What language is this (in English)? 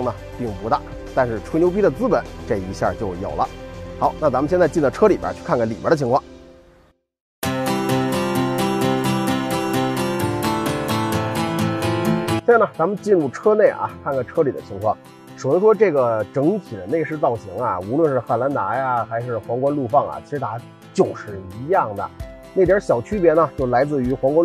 Chinese